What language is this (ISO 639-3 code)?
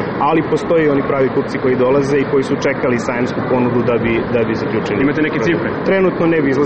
hrv